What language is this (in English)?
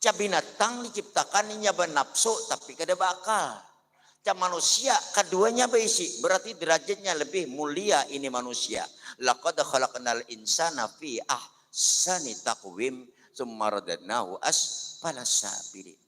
Banjar